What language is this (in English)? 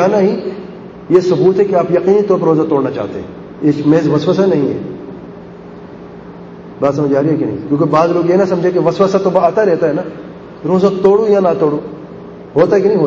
Urdu